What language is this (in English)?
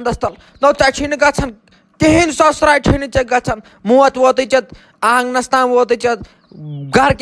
Kashmiri